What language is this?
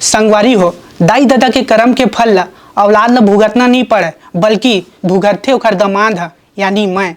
Chhattisgarhi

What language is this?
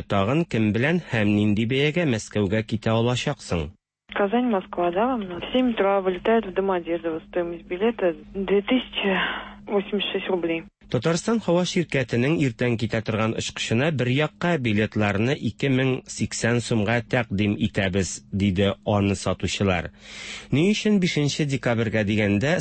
Tatar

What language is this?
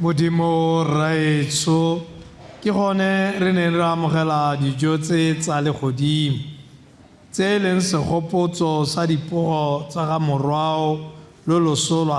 Tswana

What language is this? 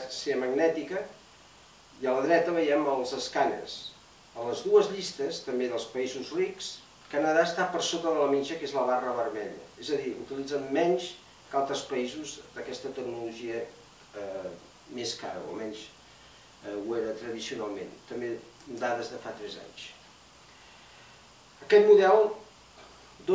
Catalan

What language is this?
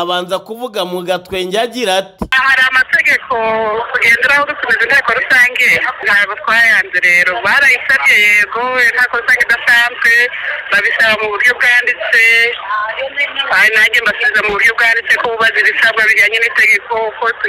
Kinyarwanda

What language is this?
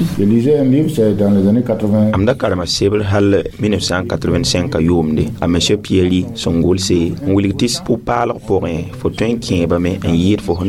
Mossi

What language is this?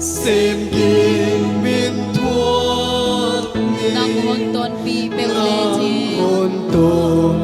Paite Chin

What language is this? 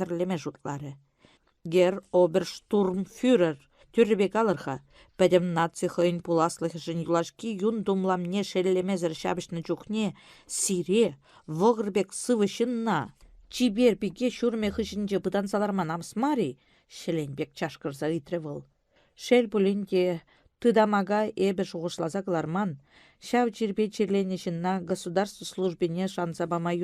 Chuvash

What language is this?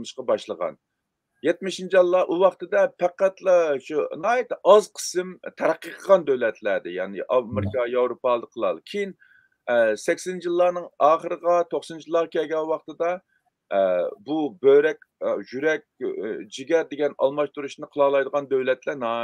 Uyghur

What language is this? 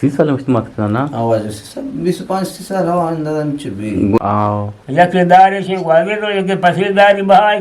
Eastern Balochi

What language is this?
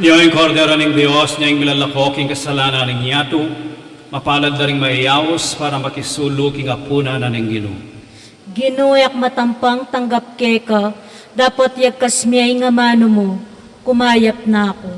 Pampanga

